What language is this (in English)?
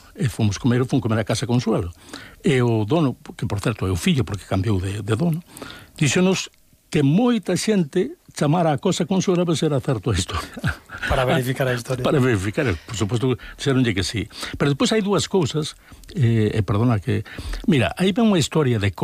Galician